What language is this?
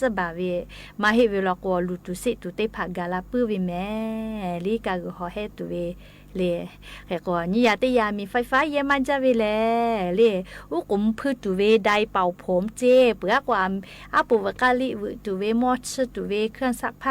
Lahu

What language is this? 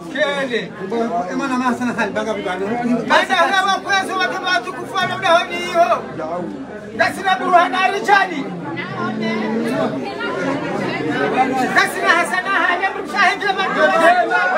Swahili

